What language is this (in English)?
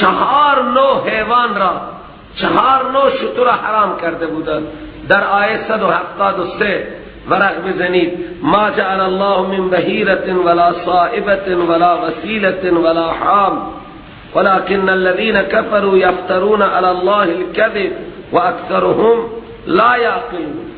Persian